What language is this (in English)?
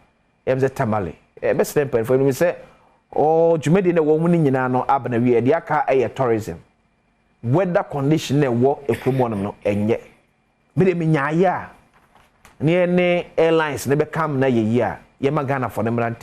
Akan